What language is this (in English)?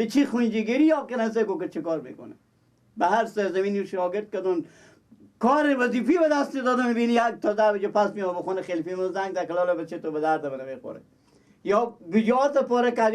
Persian